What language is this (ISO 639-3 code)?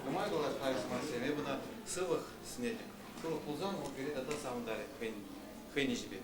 chv